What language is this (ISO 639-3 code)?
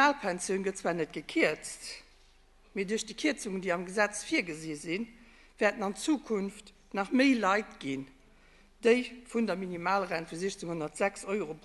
ltz